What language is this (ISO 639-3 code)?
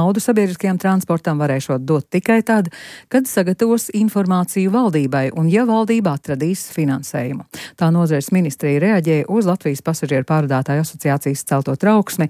lav